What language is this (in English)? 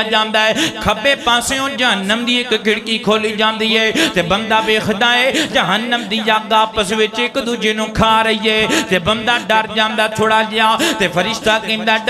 Western Panjabi